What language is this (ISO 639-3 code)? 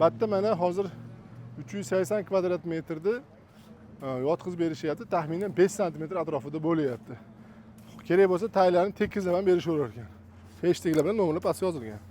uzb